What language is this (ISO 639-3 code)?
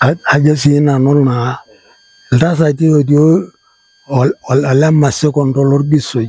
mas